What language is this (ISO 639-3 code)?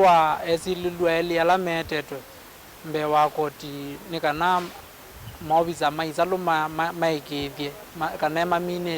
kam